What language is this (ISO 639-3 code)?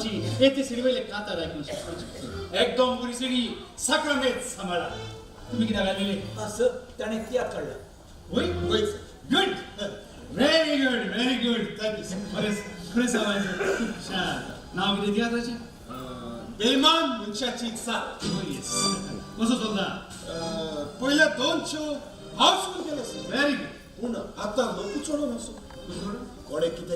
kok